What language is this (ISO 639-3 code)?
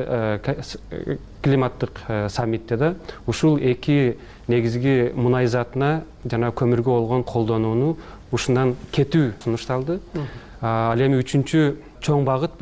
kir